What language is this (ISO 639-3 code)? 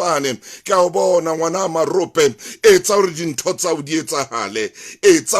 sot